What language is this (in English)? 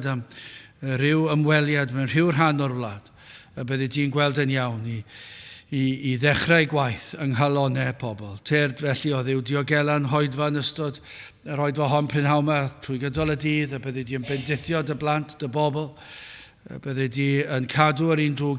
Welsh